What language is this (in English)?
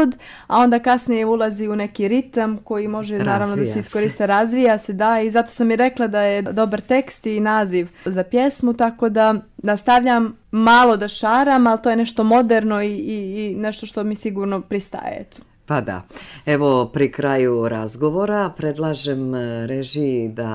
Serbian